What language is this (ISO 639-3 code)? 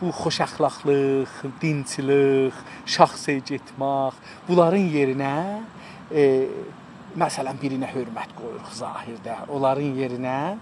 azb